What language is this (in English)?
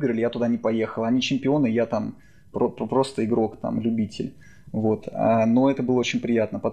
Russian